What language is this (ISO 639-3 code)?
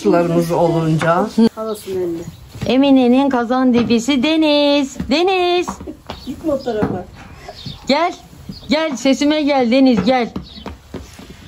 tur